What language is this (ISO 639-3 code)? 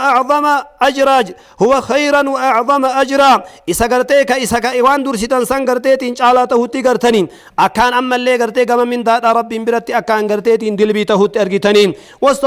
orm